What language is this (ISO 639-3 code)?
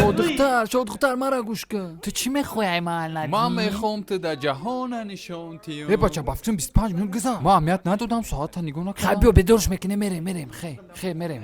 tgk